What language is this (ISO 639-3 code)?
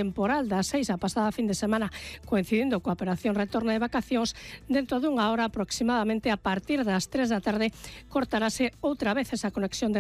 glg